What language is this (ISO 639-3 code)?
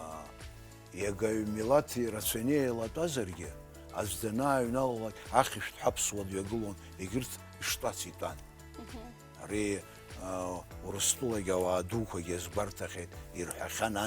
abk